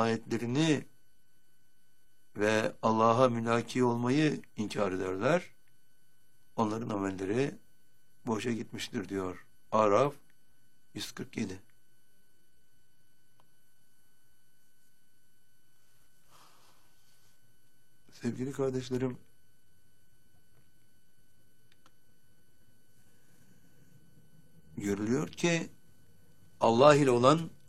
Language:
Turkish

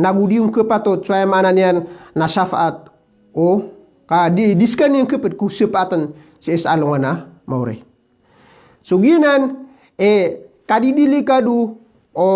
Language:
Maranao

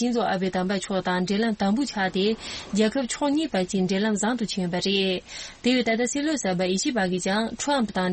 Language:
Tibetan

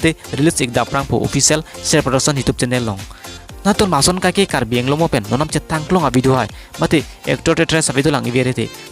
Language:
Karbi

